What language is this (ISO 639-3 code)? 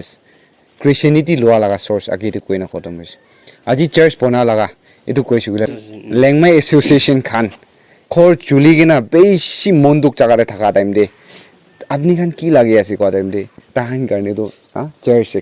nag